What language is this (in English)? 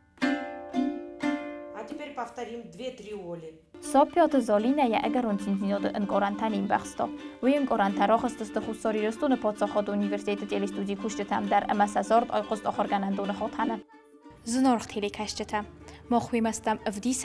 Ossetic